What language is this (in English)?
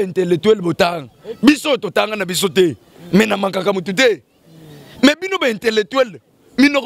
Lingala